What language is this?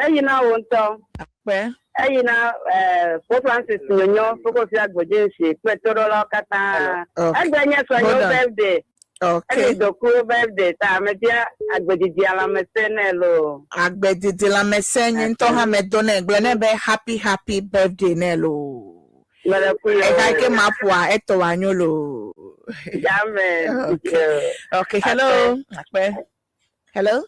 Ewe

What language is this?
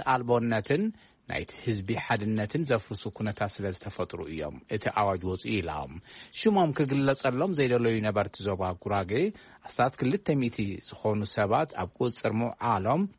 Tigrinya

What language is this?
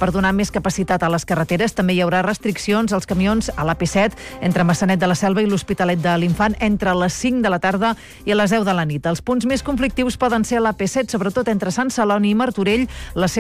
Catalan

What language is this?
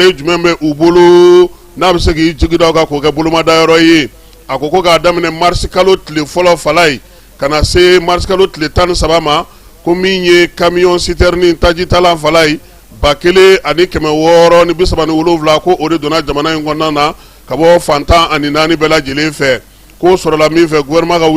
Bambara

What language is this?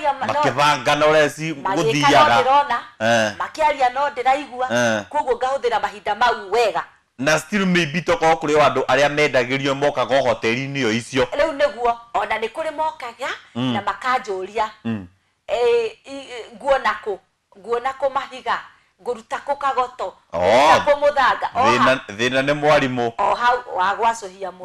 Kikuyu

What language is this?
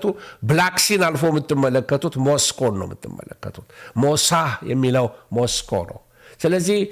Amharic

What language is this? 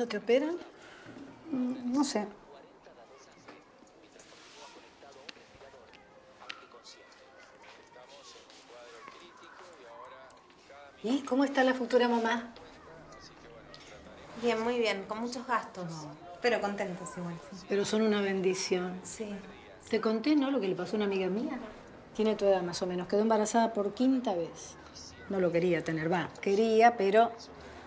Spanish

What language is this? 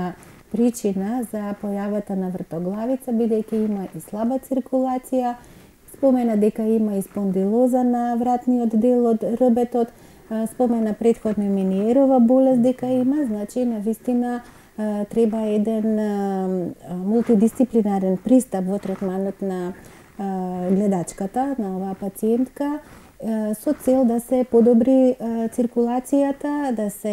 Macedonian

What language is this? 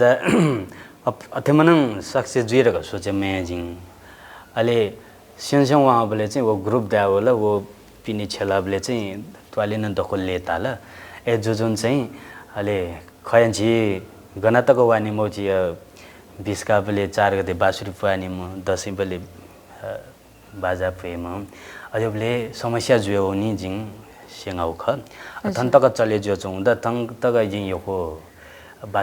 Newari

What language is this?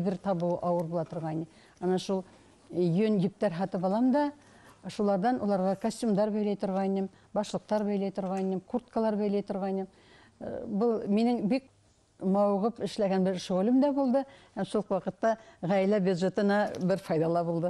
Bashkir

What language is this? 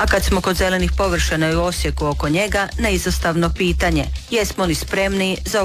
Croatian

